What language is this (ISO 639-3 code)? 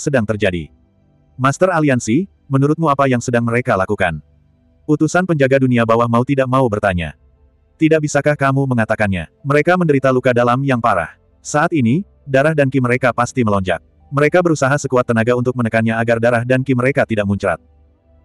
ind